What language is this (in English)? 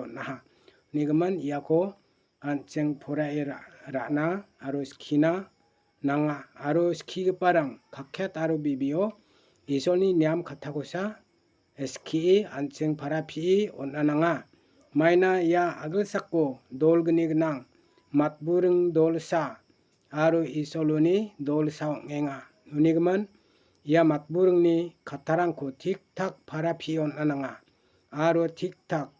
Garo